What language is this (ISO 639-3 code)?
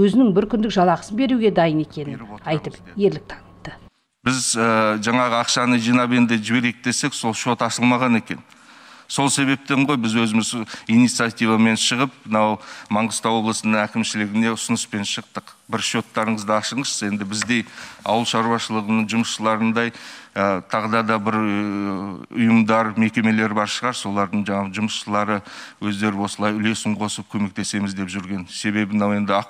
kaz